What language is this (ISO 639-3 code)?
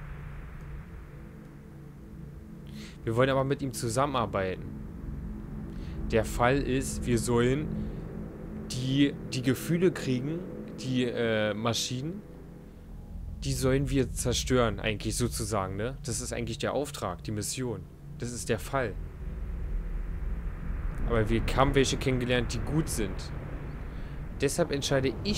deu